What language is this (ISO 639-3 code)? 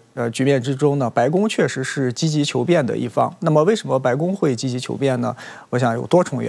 zho